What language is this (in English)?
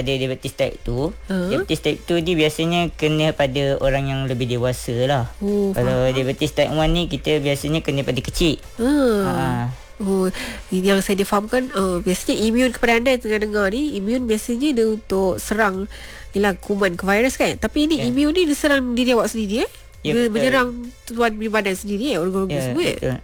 Malay